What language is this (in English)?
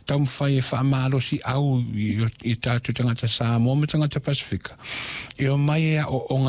Samoan